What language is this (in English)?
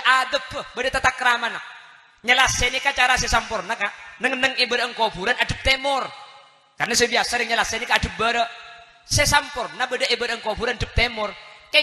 Madurese